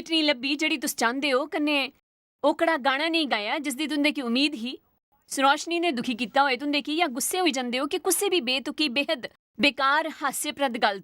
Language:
Dogri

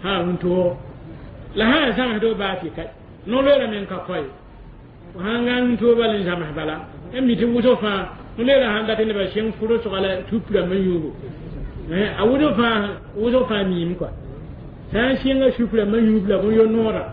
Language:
Mossi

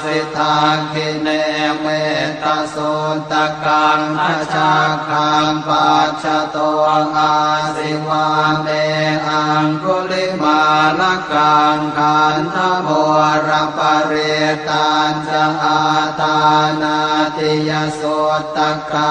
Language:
Pali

